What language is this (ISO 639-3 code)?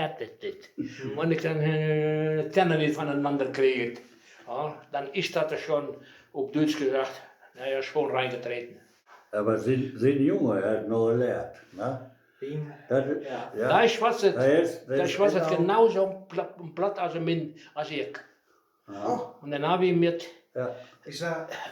wep